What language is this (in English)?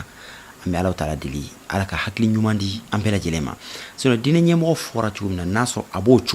Bambara